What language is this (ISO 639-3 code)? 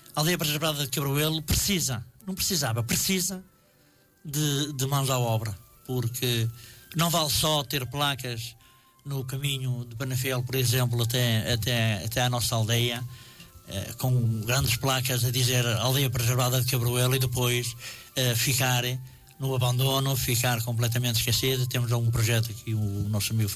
por